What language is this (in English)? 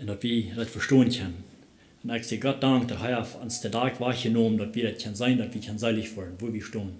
Plautdietsch